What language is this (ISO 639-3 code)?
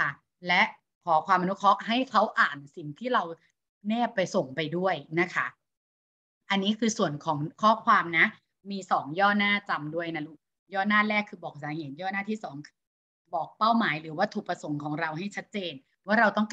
tha